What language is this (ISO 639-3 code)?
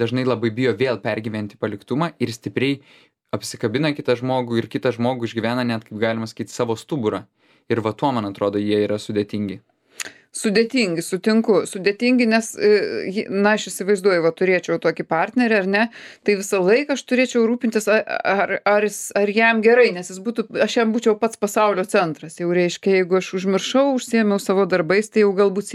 lit